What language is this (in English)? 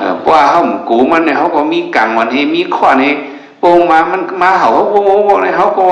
Shan